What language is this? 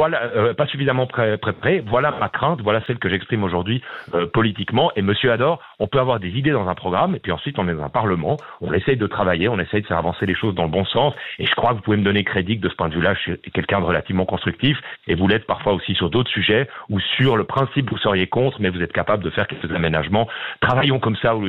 French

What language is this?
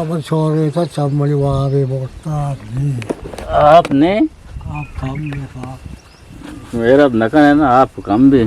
Eastern Balochi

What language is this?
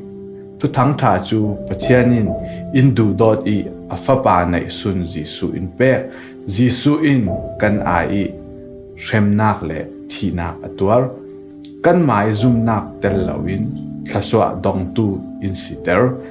Falam Chin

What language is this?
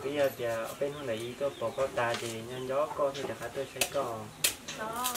Hmong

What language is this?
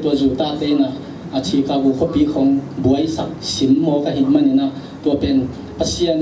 Tedim Chin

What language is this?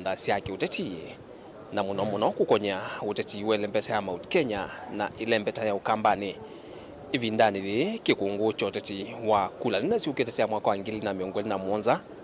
Kamba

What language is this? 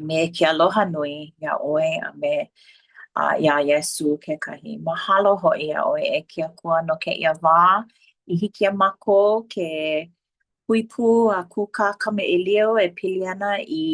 Hawaiian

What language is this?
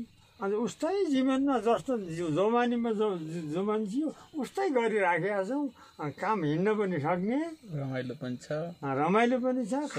Nepali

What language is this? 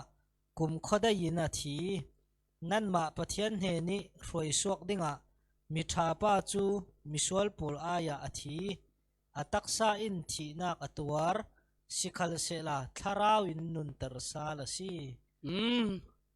Falam Chin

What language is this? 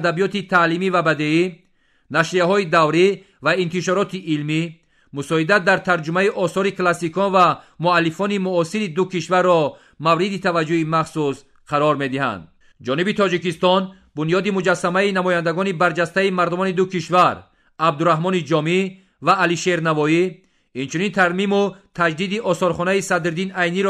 Tajik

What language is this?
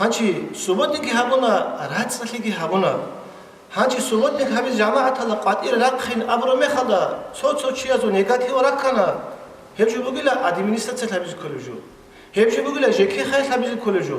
Avaric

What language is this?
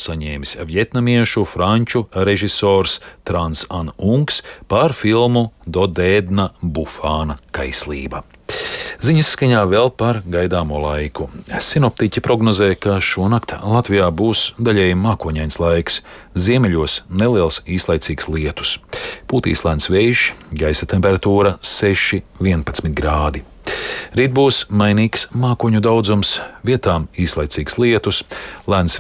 Latvian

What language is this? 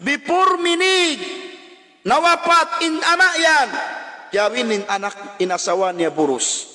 Tausug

